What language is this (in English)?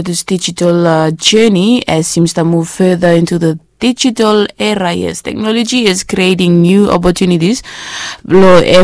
Bislama